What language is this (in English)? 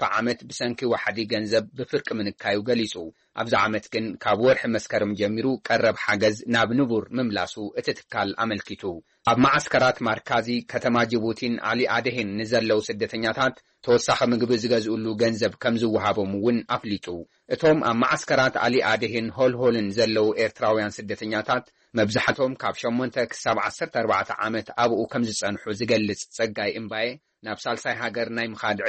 Tigrinya